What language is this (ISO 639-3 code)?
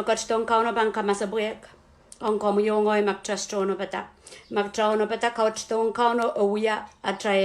pon